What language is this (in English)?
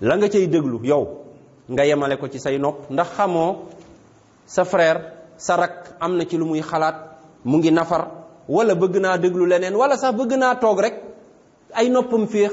Wolof